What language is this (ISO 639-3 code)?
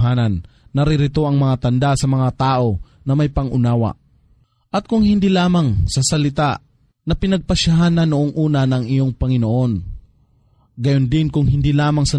fil